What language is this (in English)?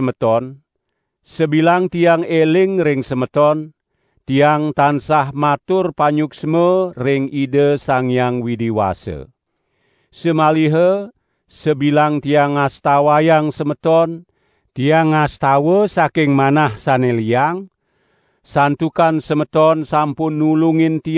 Balinese